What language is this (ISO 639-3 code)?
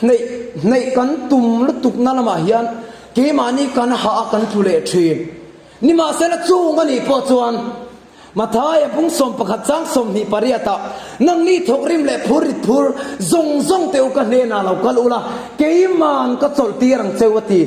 lus